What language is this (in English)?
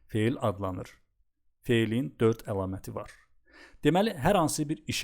Azerbaijani